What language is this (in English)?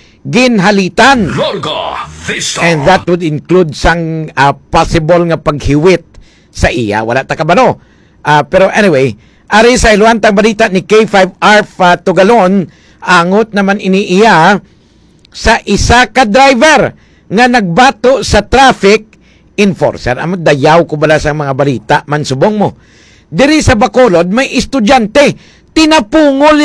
Hiligaynon